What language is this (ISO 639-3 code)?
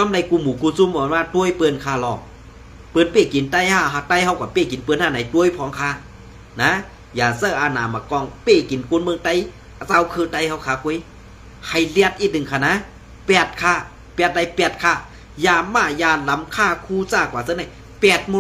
shn